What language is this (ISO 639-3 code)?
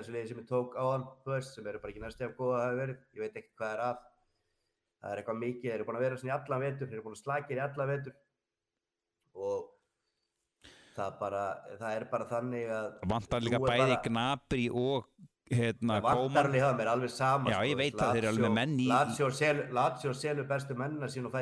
isl